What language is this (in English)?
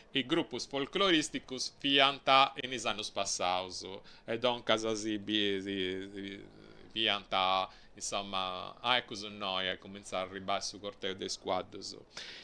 Sardinian